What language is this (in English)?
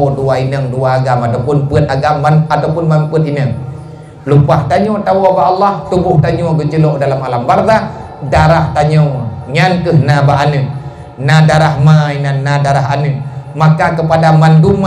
Achinese